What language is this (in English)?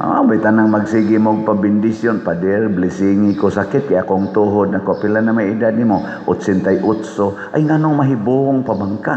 Cebuano